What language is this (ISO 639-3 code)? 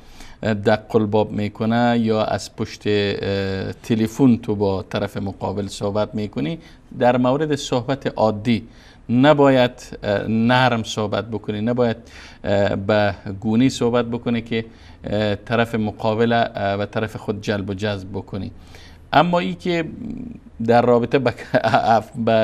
fas